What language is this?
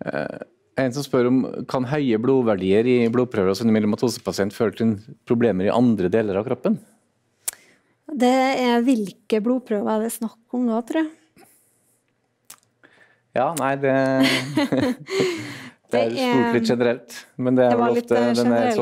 Norwegian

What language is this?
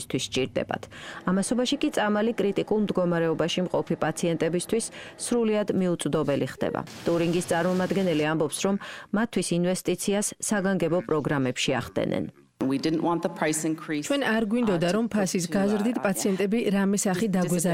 Georgian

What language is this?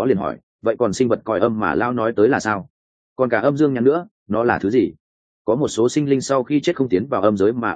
Vietnamese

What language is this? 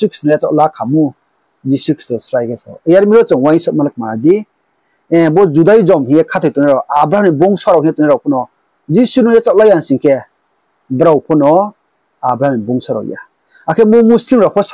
Riang (India)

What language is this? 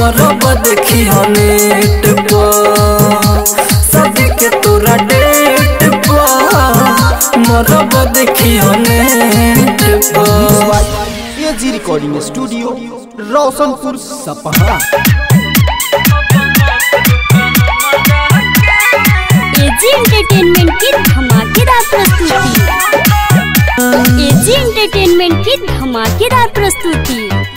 Bhojpuri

